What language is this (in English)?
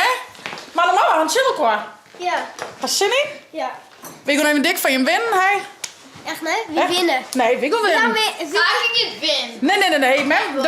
Western Frisian